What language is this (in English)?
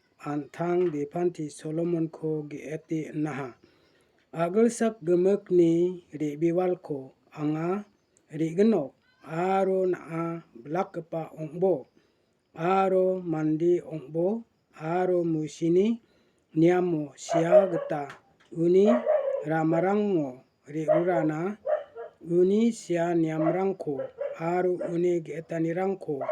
Garo